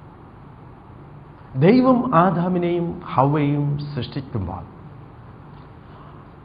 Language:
Malayalam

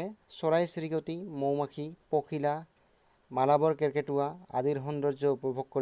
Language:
Assamese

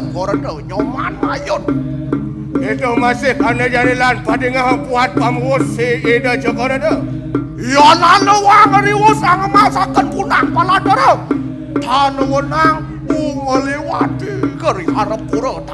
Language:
Balinese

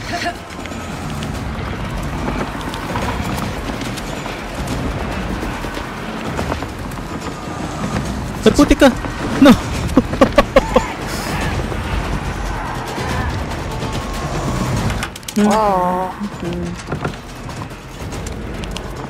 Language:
Filipino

